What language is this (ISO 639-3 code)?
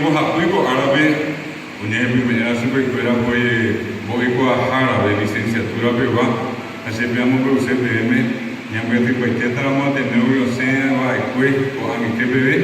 grn